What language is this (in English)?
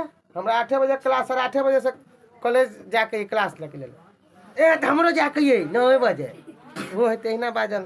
Maithili